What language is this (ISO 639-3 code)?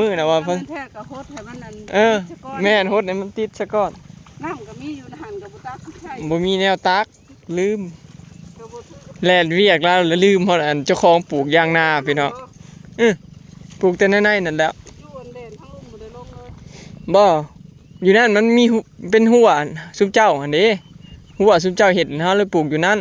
tts